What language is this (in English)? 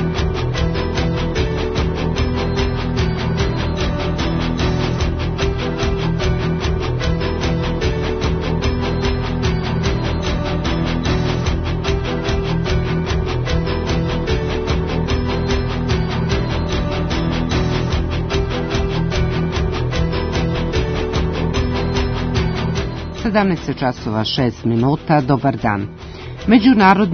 Croatian